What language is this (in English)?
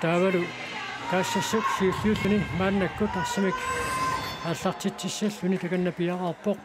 Kalaallisut